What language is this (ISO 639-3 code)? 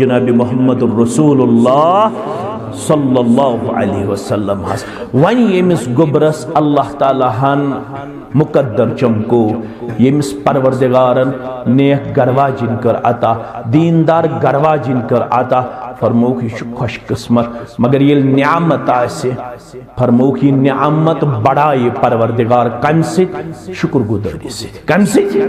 kas